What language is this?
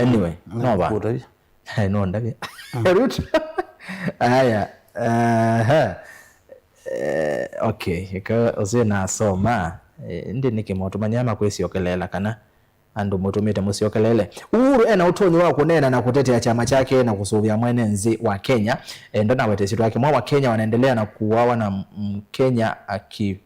Kamba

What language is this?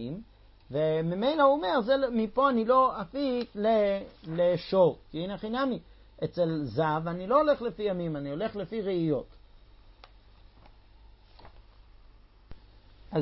Hebrew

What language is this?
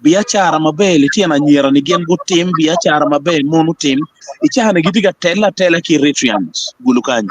Acoli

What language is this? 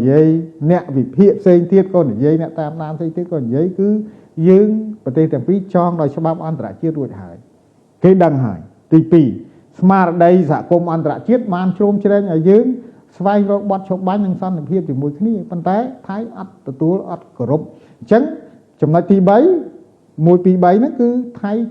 Khmer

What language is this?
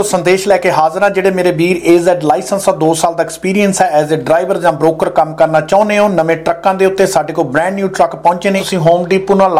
Punjabi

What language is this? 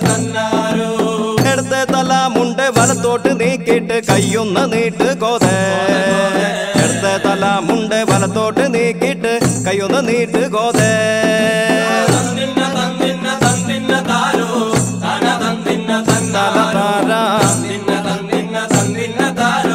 Malayalam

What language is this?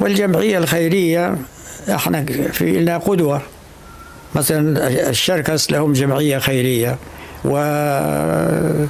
North Levantine Arabic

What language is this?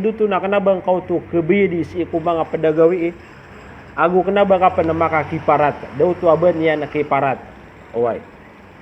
Maranao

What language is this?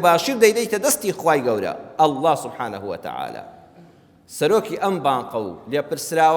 Central Kurdish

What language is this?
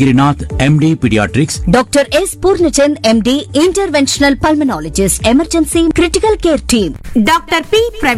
Telugu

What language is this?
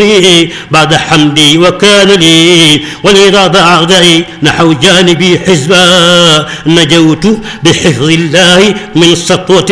Arabic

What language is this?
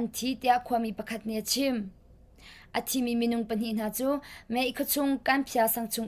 Hakha Chin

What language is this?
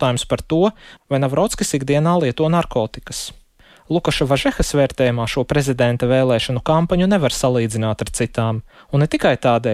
Latvian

